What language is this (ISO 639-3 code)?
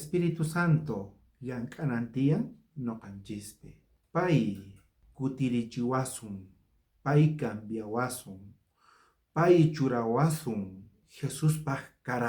quh